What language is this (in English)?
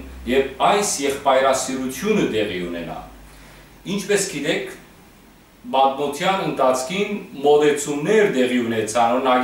Western Armenian